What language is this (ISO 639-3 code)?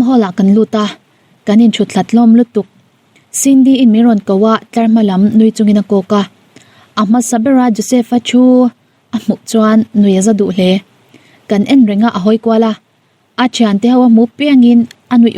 lus